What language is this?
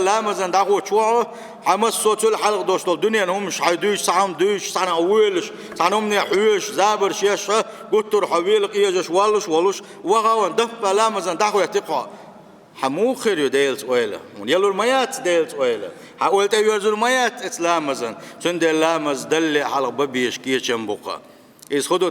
Chechen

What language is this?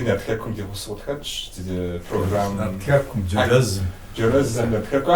Kabardian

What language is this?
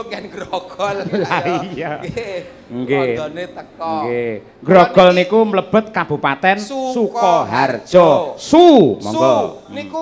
Javanese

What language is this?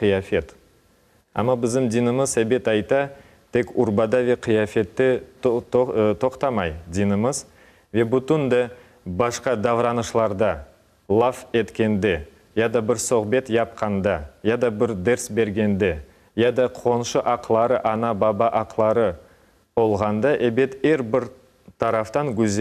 Crimean Tatar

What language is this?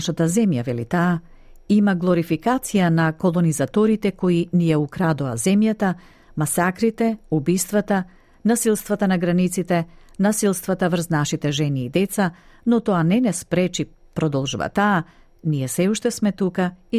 Macedonian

